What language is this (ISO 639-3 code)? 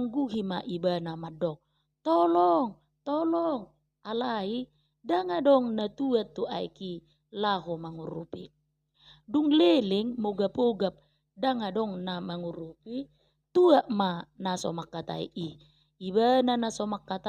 bbc